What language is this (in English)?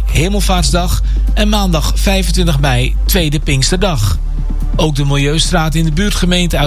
Dutch